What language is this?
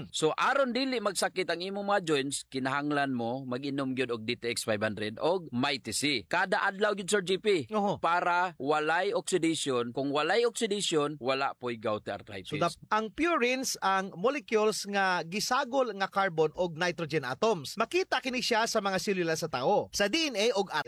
Cebuano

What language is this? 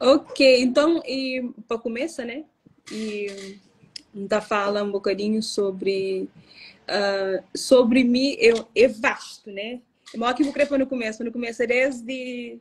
Kabuverdianu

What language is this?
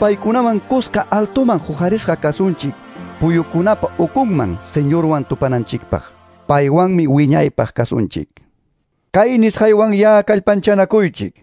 Quechua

